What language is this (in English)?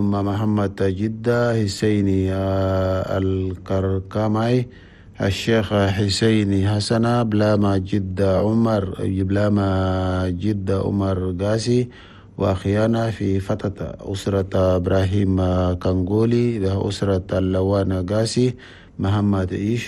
Chadian Arabic